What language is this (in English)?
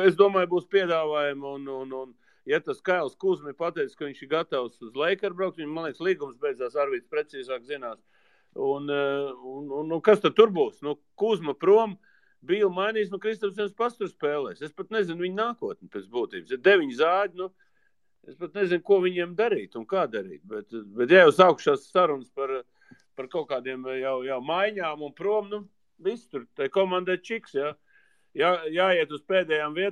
Latvian